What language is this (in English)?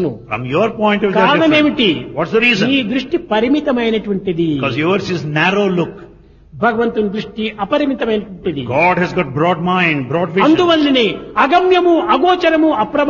Telugu